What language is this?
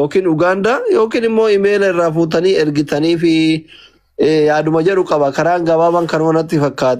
Oromo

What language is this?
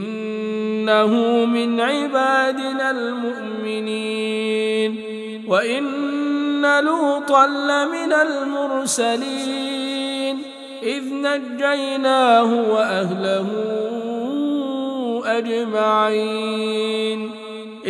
Arabic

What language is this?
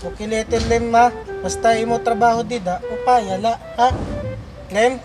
Waray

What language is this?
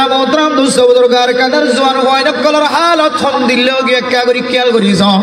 Rohingya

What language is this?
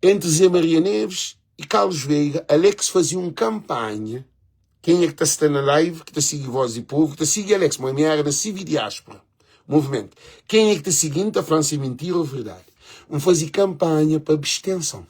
Kabuverdianu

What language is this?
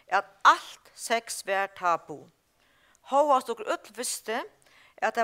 Faroese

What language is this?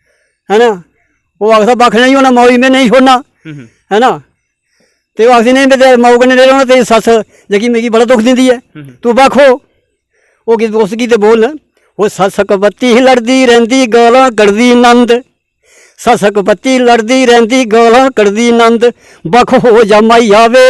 Dogri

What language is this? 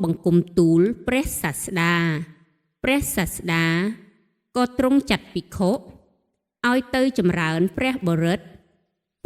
Khmer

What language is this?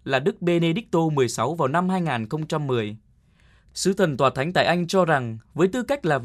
Vietnamese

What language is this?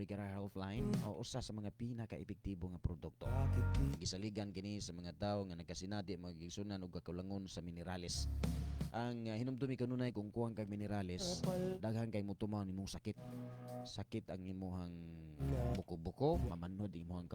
Cebuano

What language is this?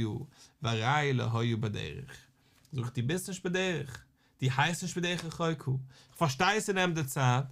Yiddish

